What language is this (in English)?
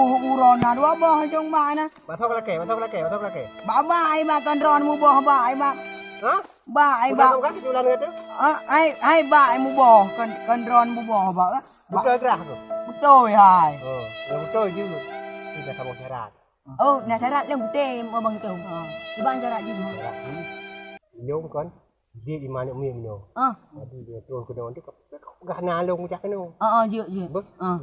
Achinese